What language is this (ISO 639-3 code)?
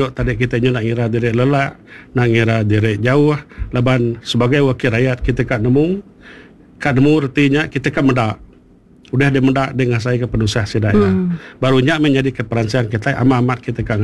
iba